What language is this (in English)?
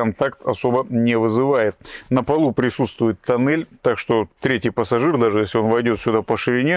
Russian